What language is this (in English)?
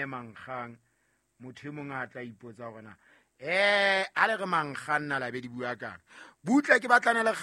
Southern Sotho